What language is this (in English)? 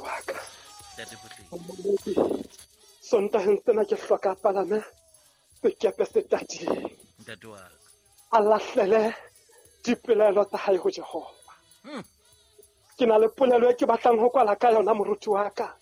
Southern Sotho